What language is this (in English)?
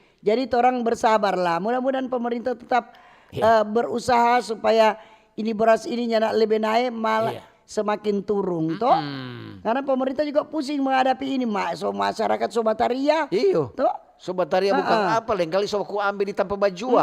Manado Malay